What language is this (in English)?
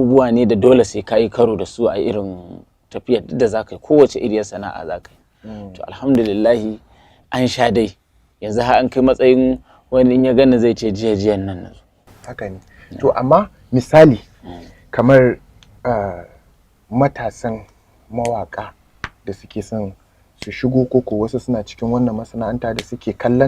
Hausa